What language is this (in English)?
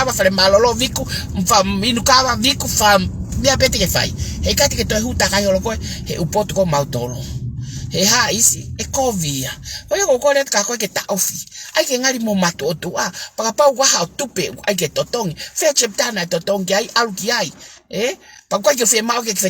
Tongan